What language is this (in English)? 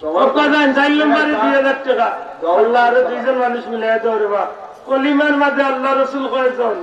Sylheti